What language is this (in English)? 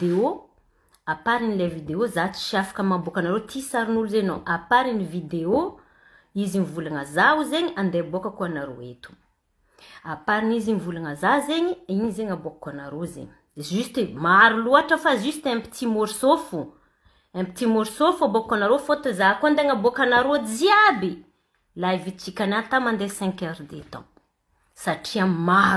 Malagasy